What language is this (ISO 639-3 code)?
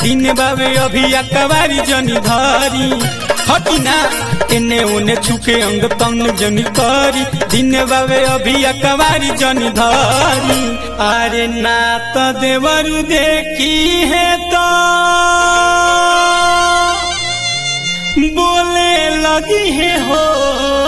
bho